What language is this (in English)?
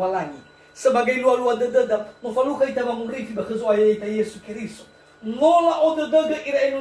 Nias